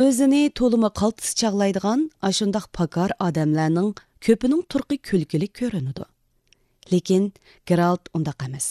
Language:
Uyghur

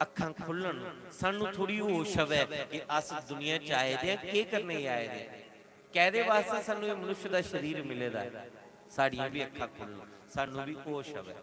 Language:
Dogri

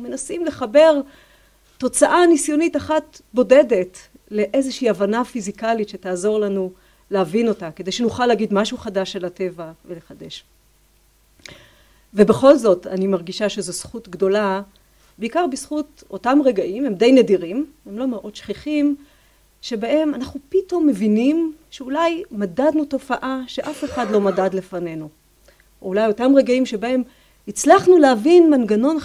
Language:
Hebrew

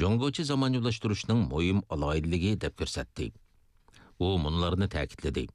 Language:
Uyghur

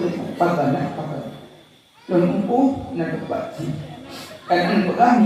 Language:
Achinese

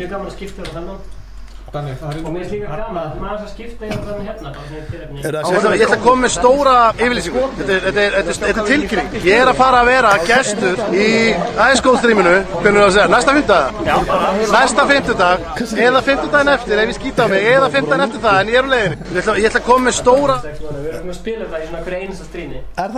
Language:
Icelandic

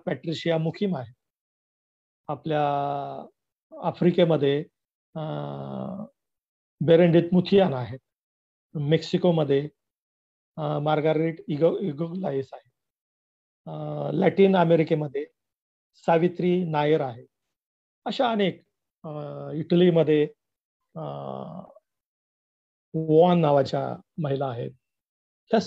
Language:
Marathi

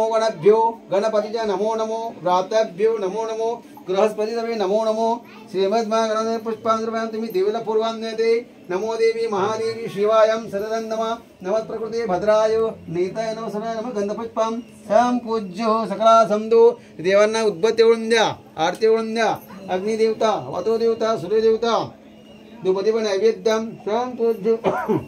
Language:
Marathi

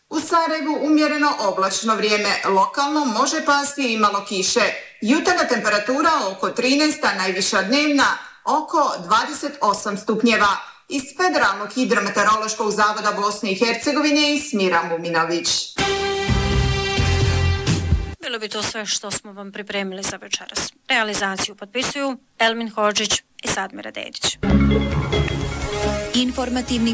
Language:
Bosnian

